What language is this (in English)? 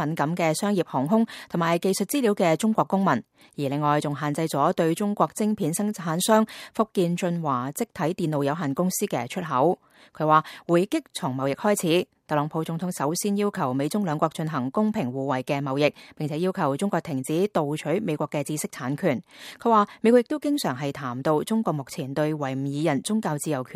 Cantonese